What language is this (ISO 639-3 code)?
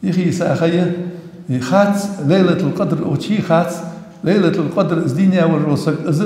inh